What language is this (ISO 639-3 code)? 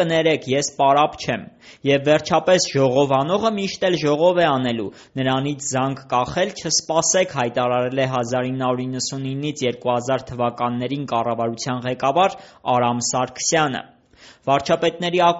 hye